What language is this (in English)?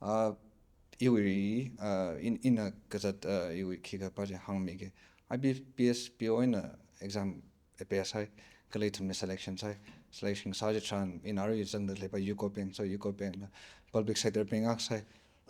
Tangkhul Naga (India)